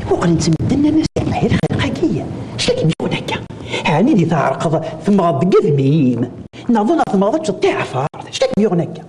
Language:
Kabyle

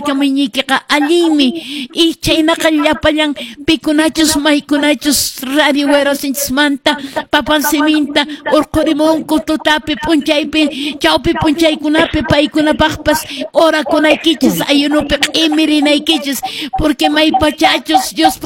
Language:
Quechua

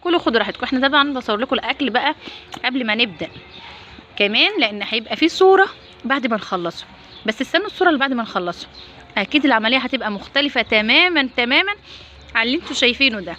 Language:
Egyptian Arabic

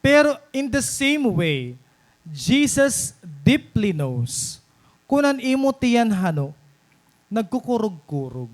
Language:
Waray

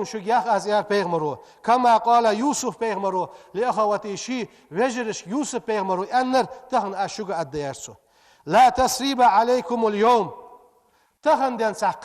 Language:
Ingush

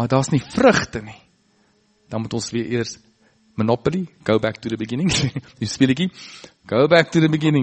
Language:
Afrikaans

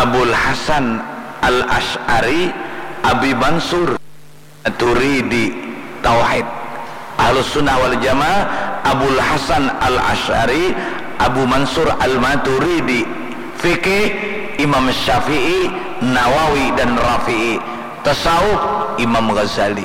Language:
Banjar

